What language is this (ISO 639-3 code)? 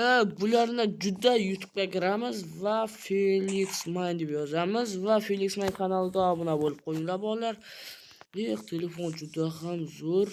uzb